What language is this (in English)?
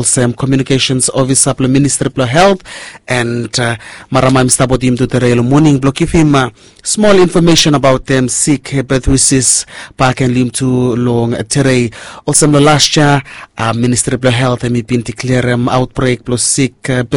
Bislama